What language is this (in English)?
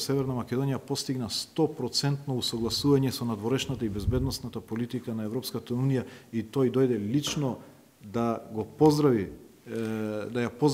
Macedonian